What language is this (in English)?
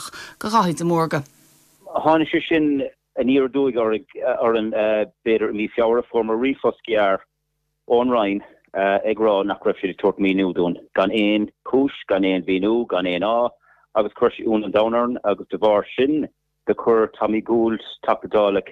Irish